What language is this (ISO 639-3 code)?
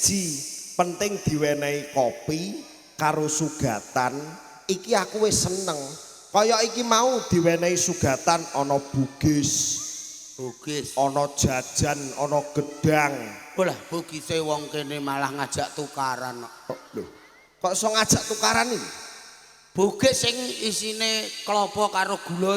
jav